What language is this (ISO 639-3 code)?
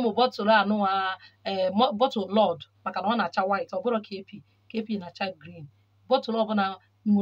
ibo